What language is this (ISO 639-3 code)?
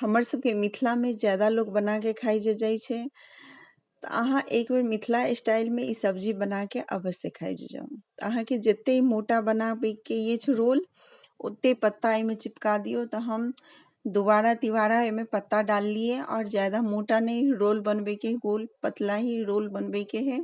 mai